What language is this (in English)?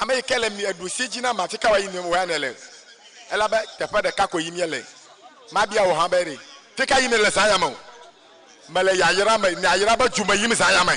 Ewe